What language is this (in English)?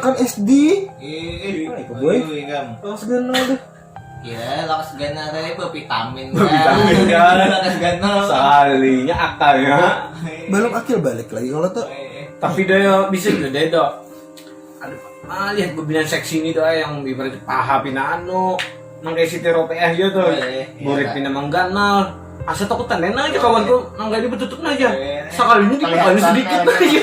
Banjar